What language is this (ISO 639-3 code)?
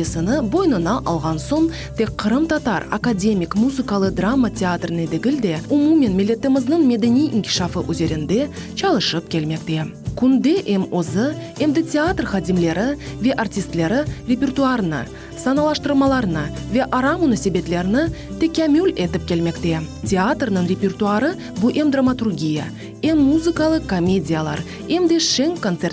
crh